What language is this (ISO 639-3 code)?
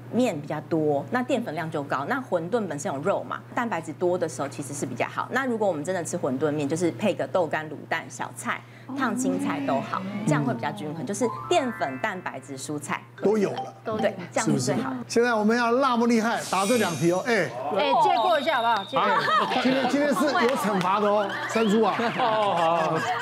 zho